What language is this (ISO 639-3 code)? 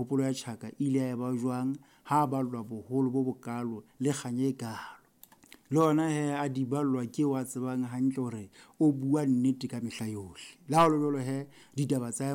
sot